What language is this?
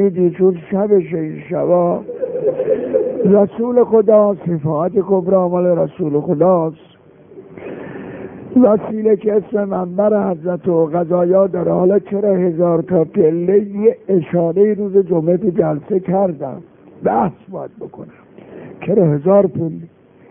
Persian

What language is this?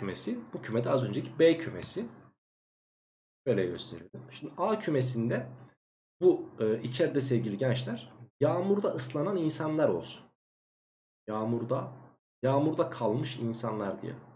Turkish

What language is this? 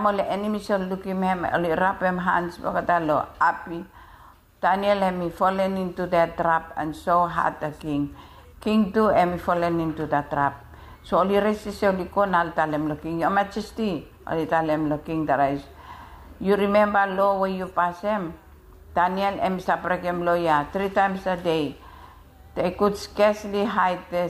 Bislama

